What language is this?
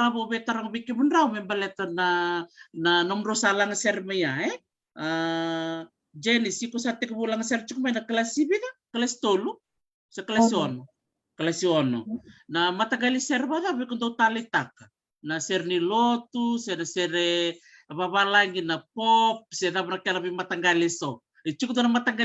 Fijian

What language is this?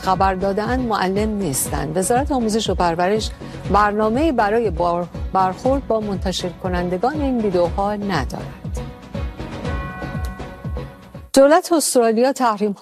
Persian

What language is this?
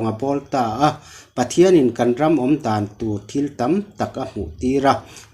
Mizo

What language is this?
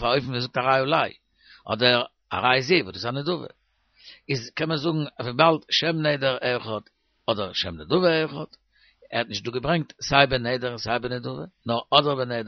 Yiddish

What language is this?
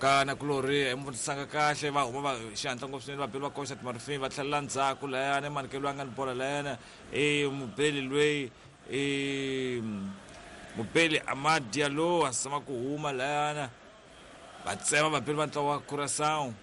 Tsonga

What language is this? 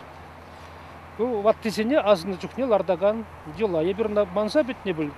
Chuvash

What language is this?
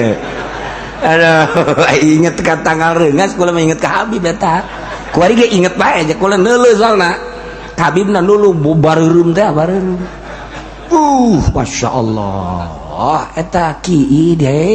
Sundanese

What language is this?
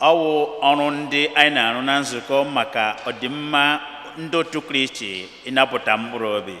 Igbo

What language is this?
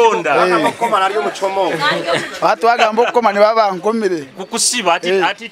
Nyoro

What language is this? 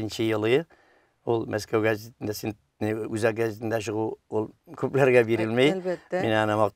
Tatar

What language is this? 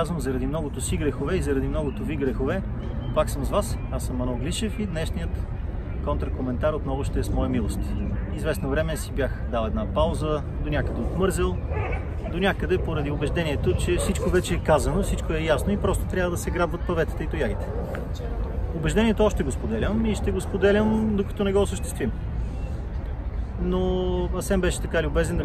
Bulgarian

